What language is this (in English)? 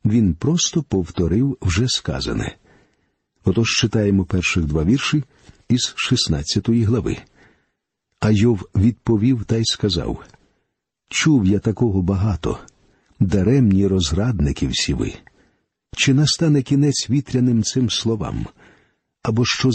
Ukrainian